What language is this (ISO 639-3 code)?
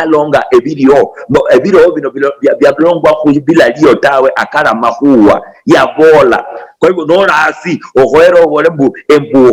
luy